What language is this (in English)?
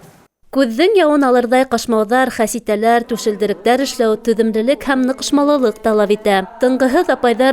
Bashkir